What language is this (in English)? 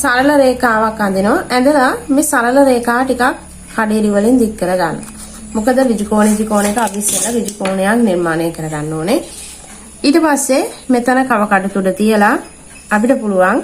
Sinhala